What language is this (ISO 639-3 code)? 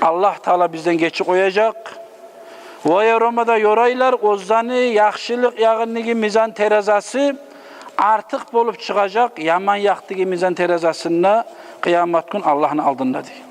kum